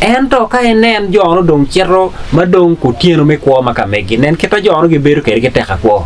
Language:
Acoli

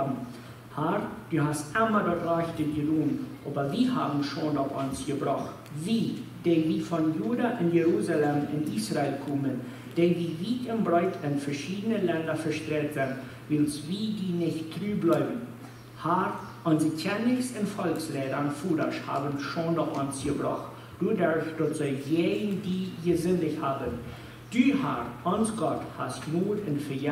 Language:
Plautdietsch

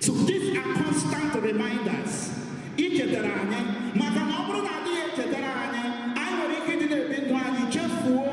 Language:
Igbo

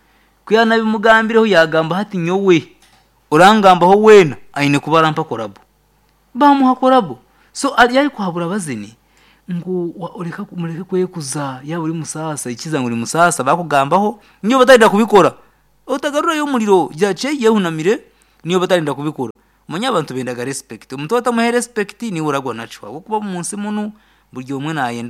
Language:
Kinyarwanda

